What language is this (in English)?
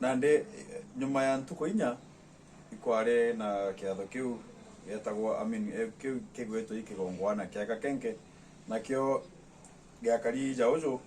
Meru